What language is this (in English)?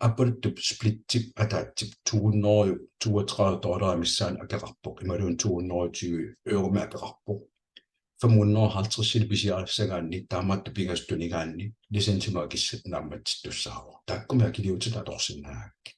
Kalaallisut